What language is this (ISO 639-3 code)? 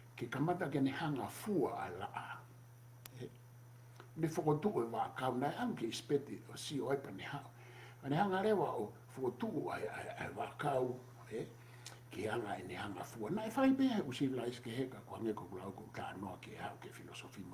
ton